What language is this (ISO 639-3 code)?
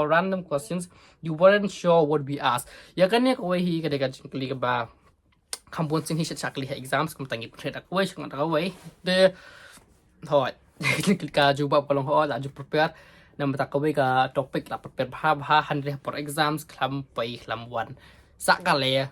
kha